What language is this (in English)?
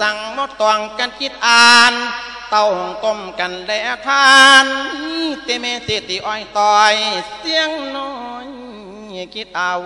Lao